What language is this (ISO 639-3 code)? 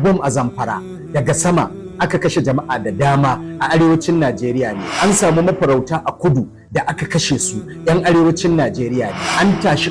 hau